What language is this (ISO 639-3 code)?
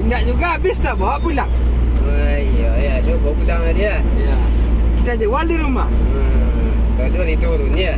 min